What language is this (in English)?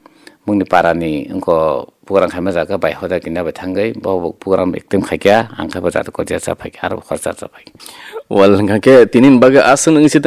Kok Borok